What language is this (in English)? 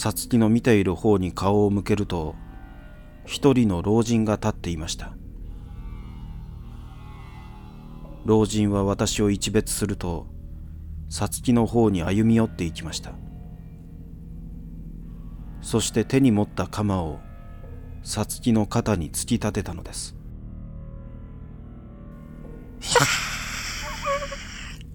Japanese